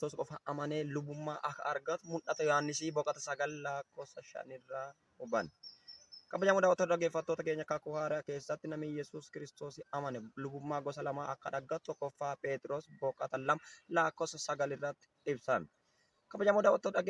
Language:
Oromo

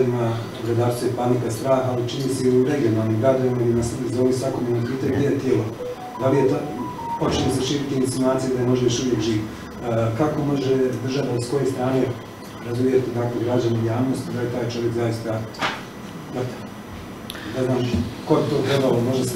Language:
Bosnian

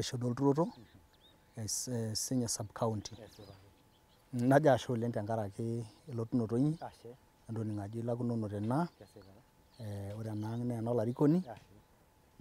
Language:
Masai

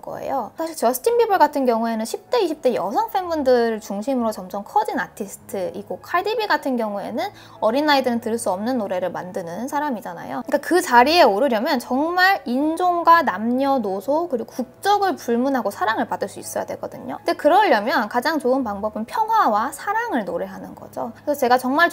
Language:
Korean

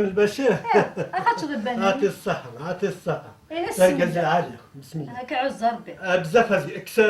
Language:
Kabyle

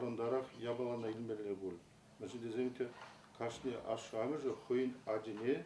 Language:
Chuvash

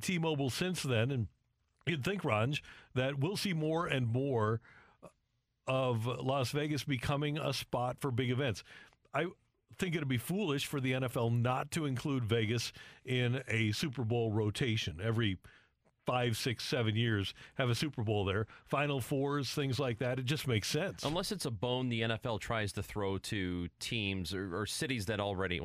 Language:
English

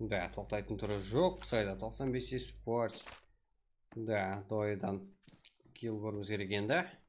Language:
Kara-Kalpak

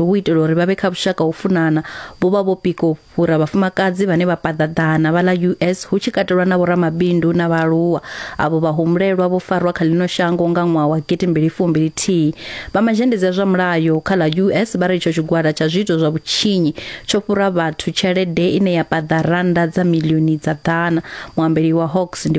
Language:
Venda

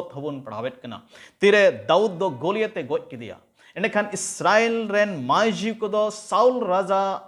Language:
Santali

